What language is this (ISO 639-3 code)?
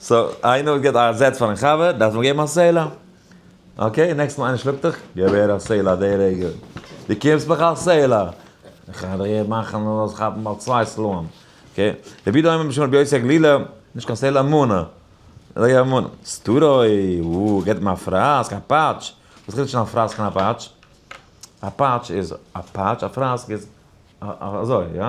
yid